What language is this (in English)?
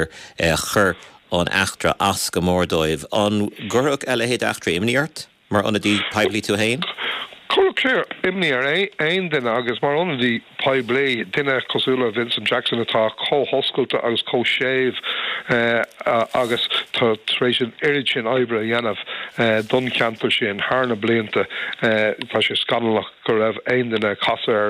Irish